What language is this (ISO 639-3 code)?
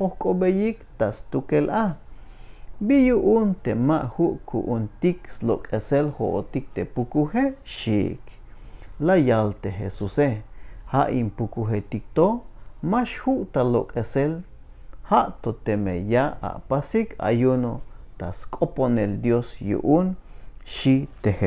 tzh